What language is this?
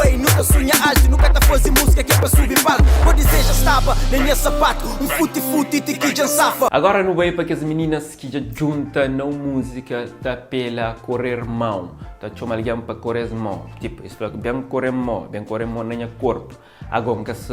Kabuverdianu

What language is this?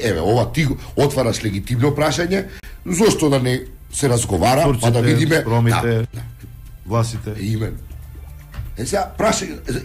Macedonian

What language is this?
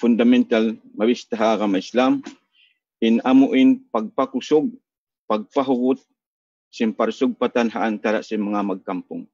Tausug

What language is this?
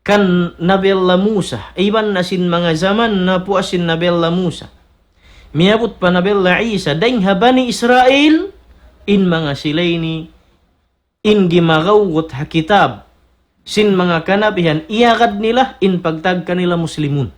Tausug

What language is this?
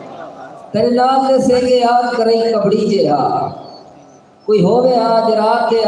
Saraiki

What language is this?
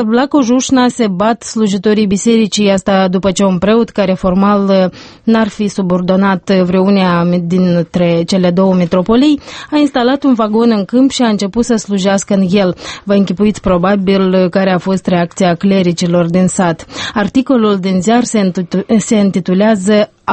Romanian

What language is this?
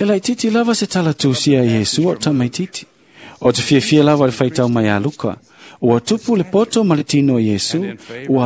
Samoan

